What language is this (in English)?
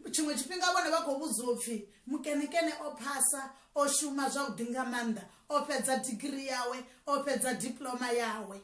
Venda